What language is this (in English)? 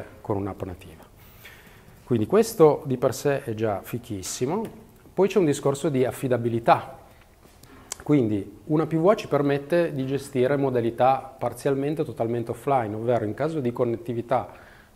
Italian